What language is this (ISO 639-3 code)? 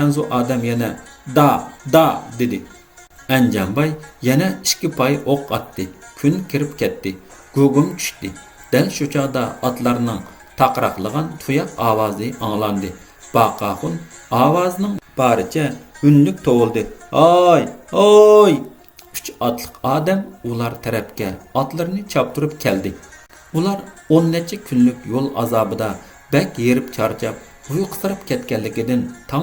uig